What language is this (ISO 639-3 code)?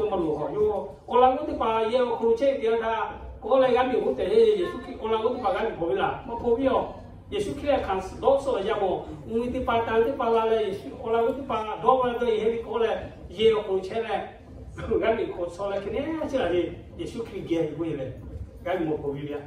lhu